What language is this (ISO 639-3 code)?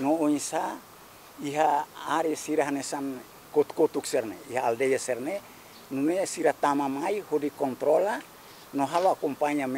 tet